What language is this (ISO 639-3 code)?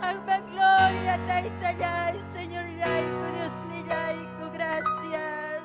quy